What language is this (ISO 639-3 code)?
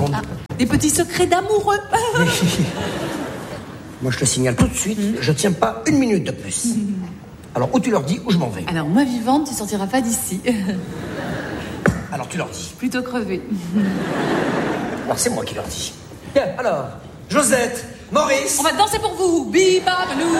fra